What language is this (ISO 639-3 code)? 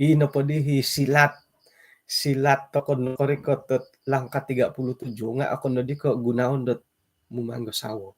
dtp